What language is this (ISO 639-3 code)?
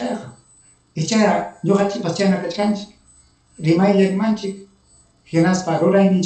quy